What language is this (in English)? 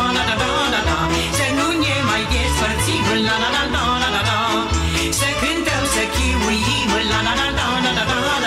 Romanian